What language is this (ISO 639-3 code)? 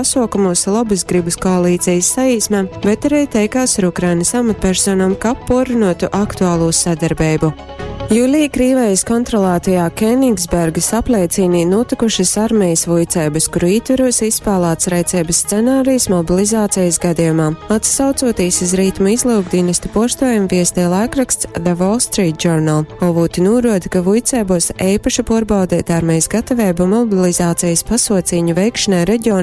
ltg